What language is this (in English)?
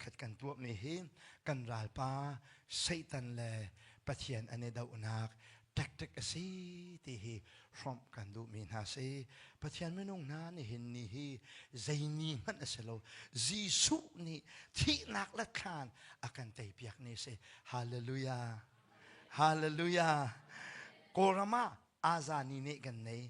Hakha Chin